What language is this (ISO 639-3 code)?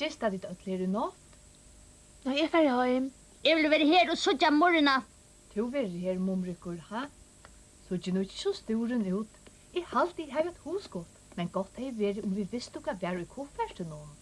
fao